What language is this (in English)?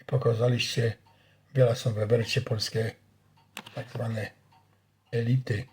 Silesian